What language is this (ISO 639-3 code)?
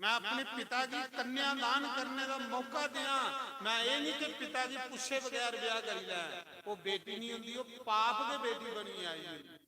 doi